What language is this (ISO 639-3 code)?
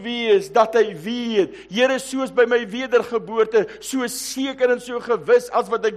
afr